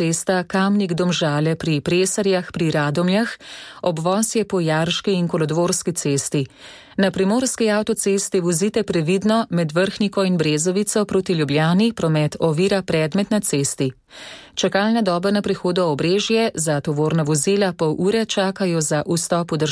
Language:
Slovenian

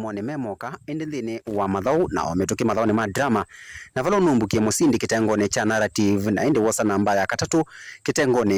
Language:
Kamba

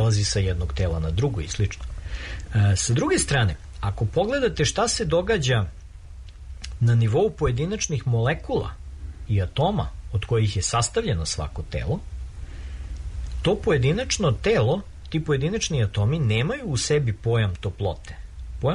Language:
Serbian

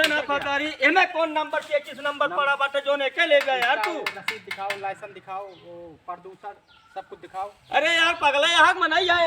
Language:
Awadhi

